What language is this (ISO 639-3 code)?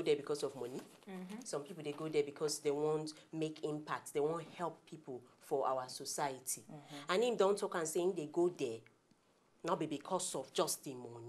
pcm